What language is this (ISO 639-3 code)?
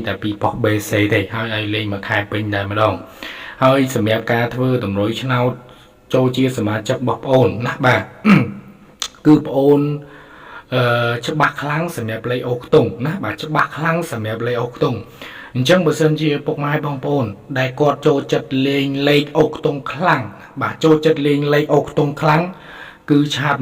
khm